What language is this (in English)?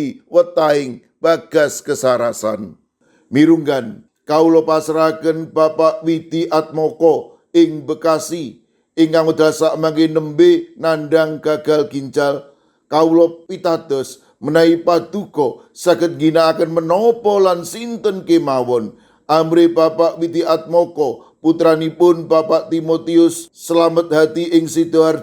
Javanese